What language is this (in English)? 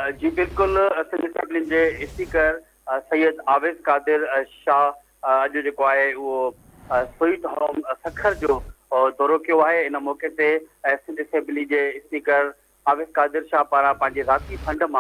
Sindhi